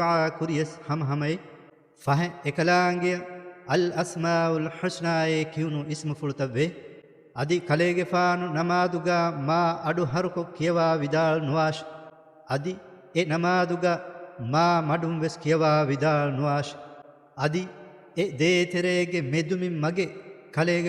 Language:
Divehi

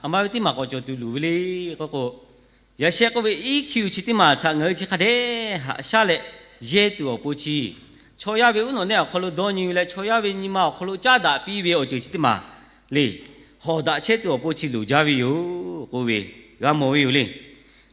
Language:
Lahu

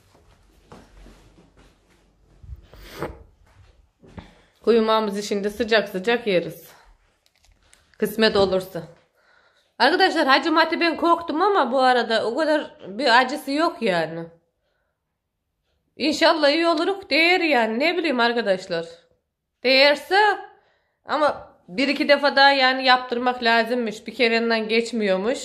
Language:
Turkish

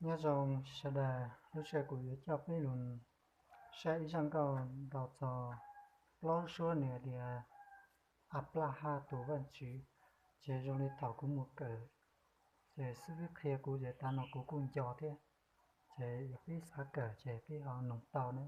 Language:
Hmong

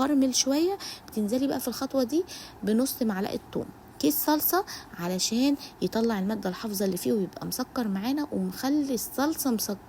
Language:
Egyptian Arabic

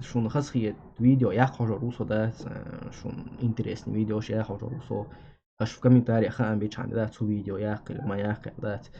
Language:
Chechen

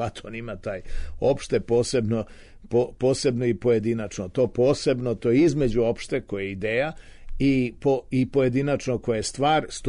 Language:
Serbian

